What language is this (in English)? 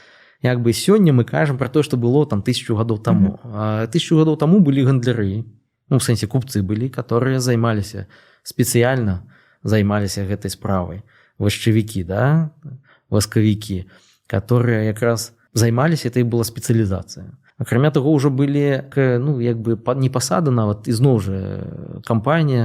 Belarusian